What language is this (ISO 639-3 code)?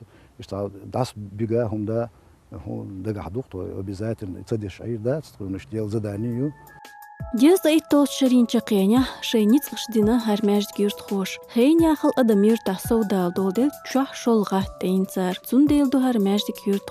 che